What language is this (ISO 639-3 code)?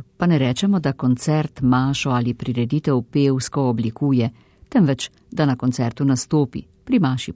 slv